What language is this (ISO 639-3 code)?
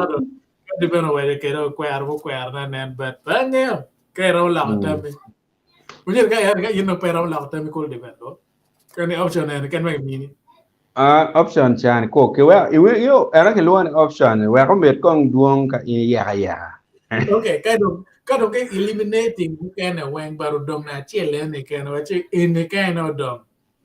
ach